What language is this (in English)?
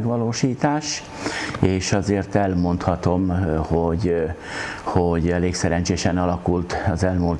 Hungarian